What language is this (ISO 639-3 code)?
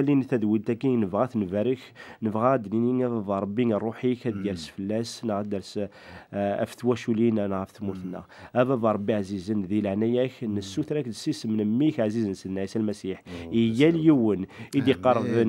kab